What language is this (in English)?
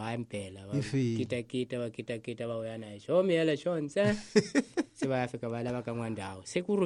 Tsonga